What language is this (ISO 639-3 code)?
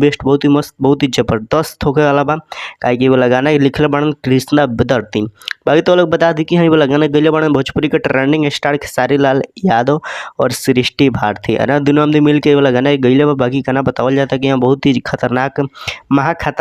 bho